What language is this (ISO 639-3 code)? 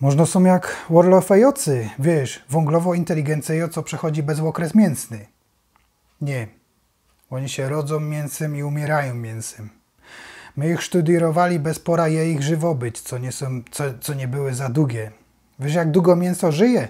szl